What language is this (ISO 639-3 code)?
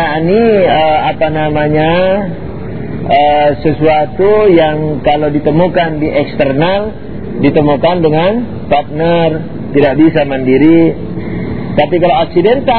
ind